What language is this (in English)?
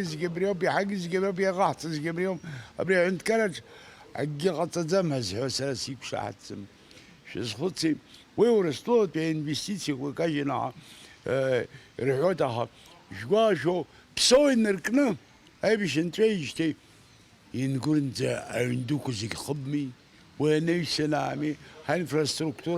Abkhazian